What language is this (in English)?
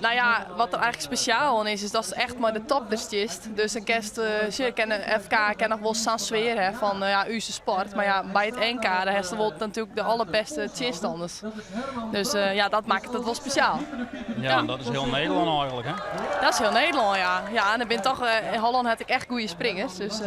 Western Frisian